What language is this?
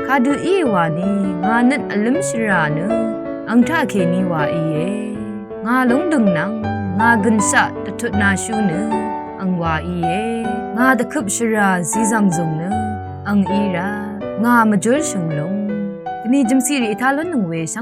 Rawang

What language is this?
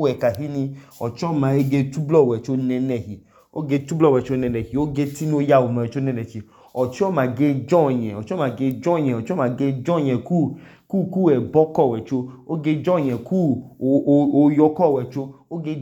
Idoma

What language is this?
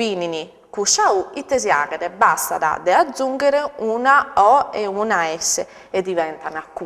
Sardinian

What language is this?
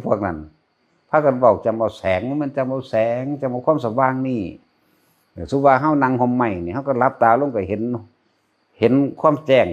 Northeastern Thai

